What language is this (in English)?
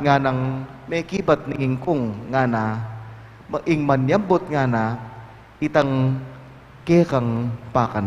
Pampanga